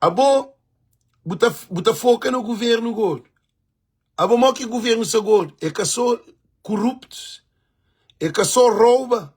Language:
Kabuverdianu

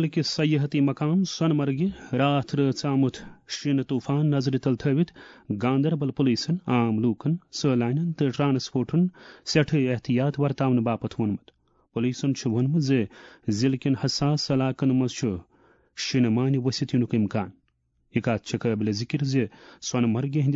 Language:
Kashmiri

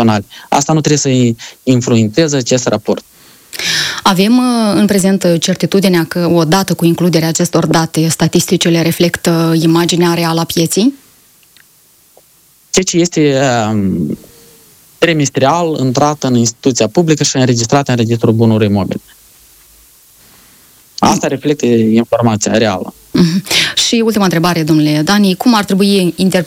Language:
Romanian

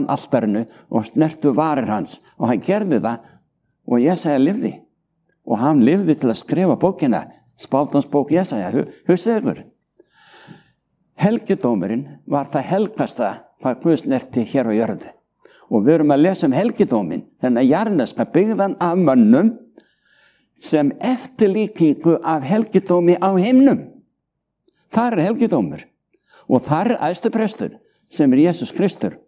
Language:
Icelandic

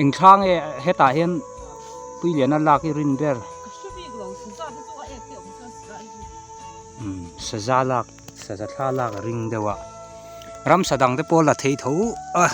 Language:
Mizo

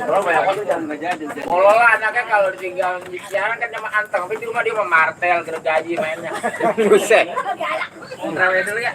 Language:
Betawi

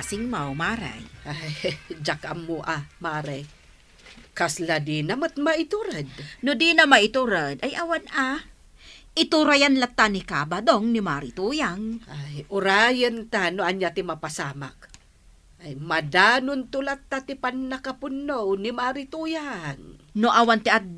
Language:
Iloko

